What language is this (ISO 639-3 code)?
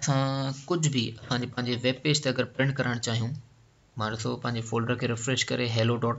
snd